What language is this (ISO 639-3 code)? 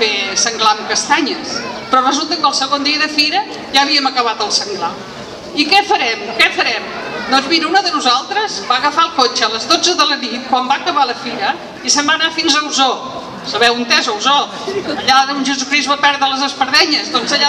cat